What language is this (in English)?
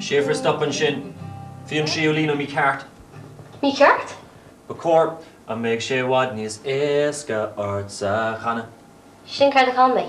Irish